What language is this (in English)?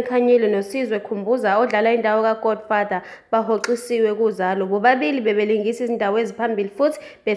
Zulu